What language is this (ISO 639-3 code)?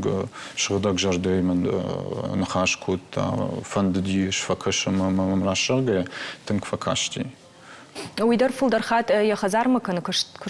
oss